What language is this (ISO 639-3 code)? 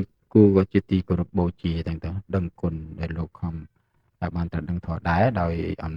khm